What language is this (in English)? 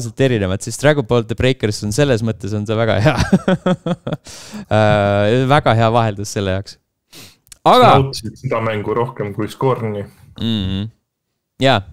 Estonian